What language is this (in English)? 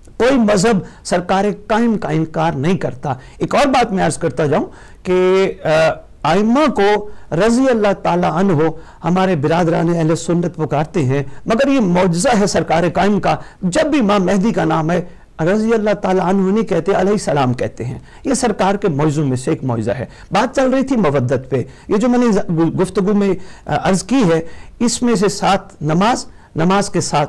Urdu